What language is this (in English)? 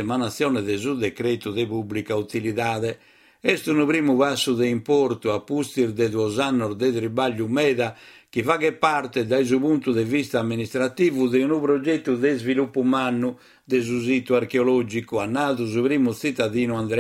Sardinian